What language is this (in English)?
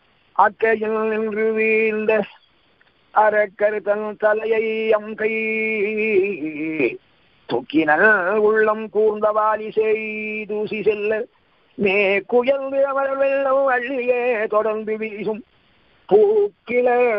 Tamil